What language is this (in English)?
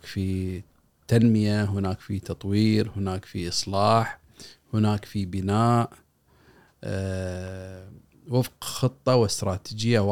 Gulf Arabic